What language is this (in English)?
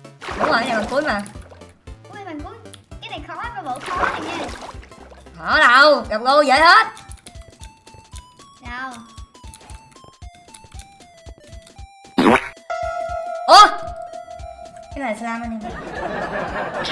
Vietnamese